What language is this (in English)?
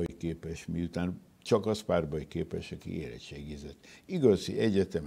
Hungarian